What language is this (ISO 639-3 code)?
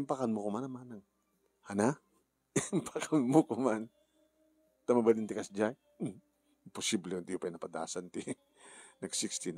ilo